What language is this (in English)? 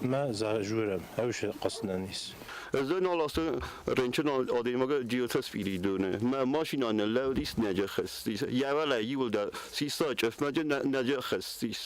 Ossetic